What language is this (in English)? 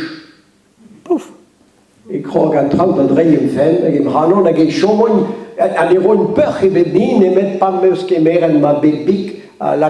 Breton